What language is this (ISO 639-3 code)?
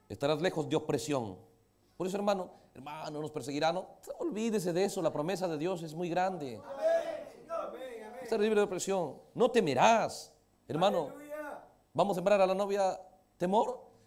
spa